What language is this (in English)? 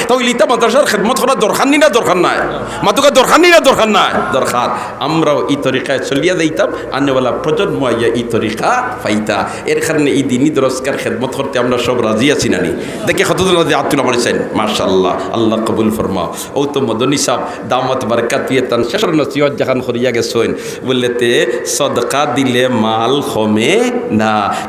Sylheti